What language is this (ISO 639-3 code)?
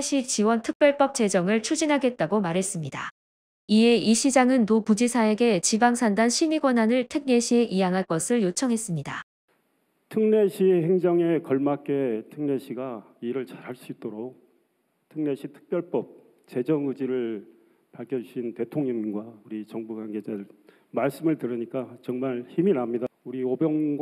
kor